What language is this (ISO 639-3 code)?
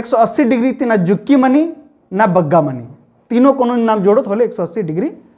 kru